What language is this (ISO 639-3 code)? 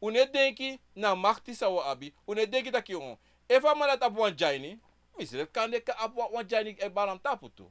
srn